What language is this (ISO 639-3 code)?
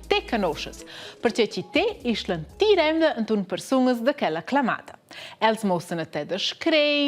roh